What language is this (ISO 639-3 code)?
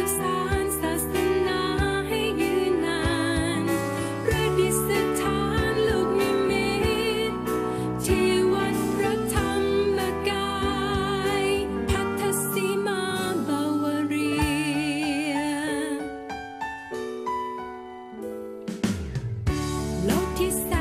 tha